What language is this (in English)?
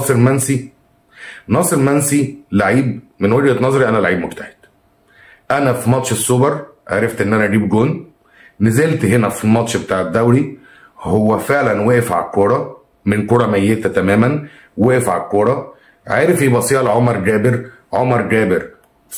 Egyptian Arabic